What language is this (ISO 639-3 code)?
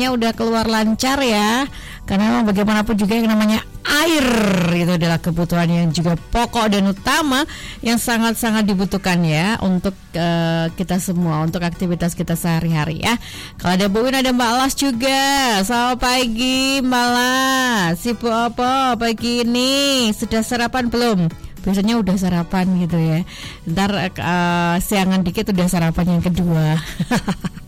ind